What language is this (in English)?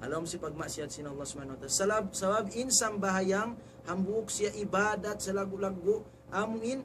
Tausug